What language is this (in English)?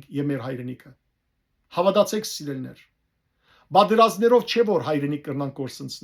Western Armenian